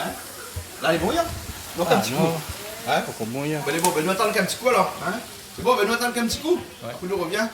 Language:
Réunion Creole French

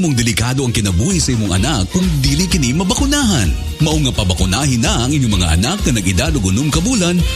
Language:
Cebuano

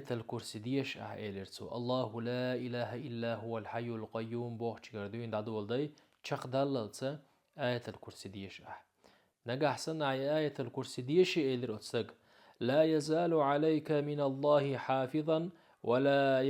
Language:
Chechen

